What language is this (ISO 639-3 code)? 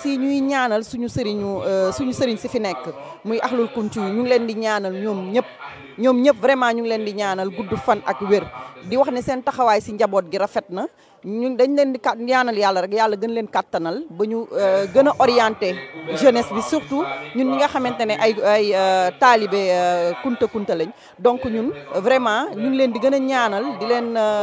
wol